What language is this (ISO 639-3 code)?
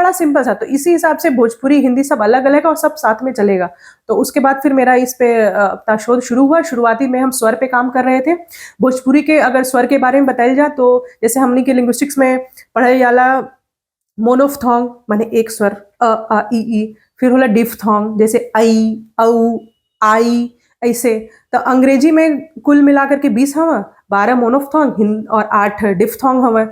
bho